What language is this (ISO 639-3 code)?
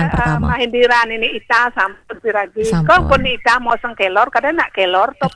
ban